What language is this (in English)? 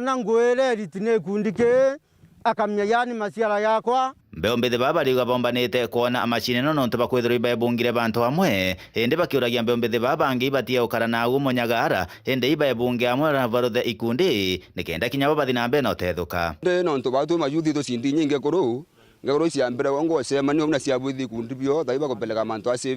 Meru